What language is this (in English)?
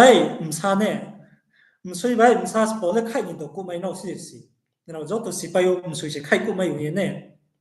Riang (India)